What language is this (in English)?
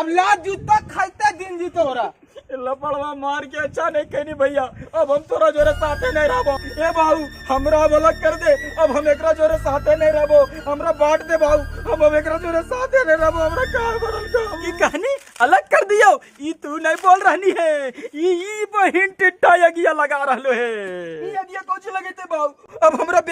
Magahi